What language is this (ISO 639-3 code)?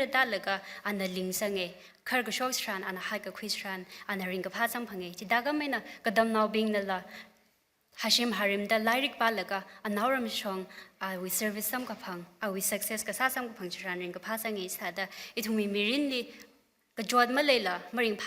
nmf